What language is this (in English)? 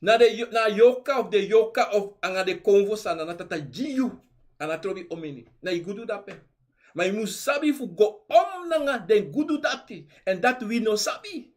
Sranan Tongo